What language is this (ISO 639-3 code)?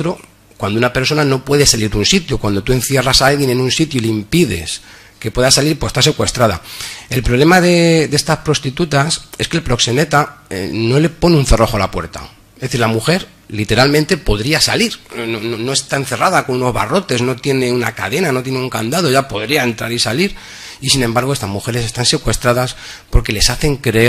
spa